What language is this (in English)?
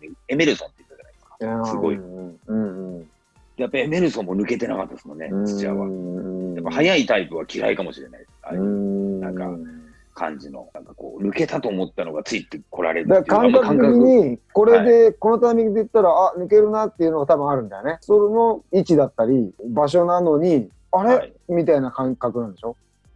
Japanese